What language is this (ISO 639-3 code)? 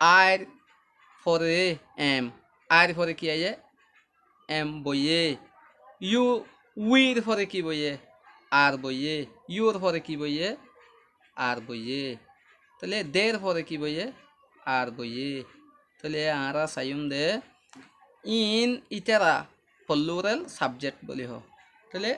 rhg